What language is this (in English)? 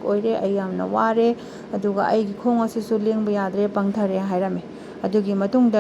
Manipuri